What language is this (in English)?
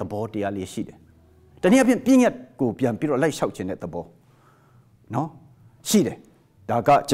Burmese